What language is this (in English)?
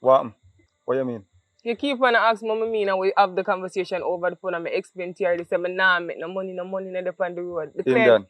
Jamaican Creole English